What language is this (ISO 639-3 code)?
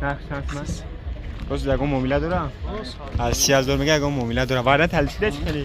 tgk